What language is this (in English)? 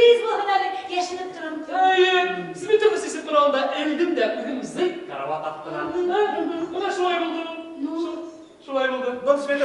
Bashkir